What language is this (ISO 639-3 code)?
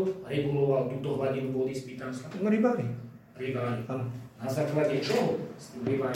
slk